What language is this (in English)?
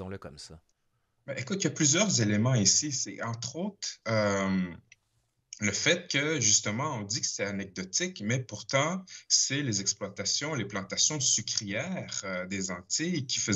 French